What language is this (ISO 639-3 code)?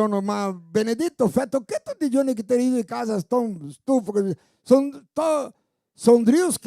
vec